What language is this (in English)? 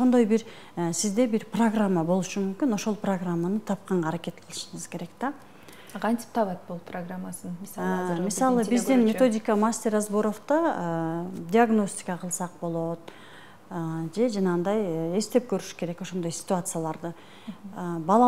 Kyrgyz